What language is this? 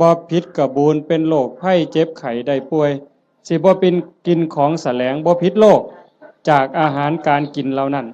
Northeastern Thai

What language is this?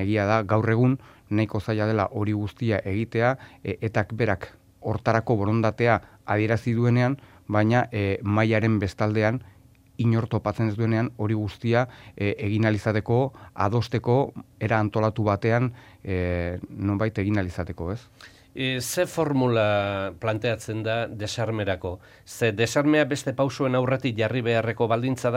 Basque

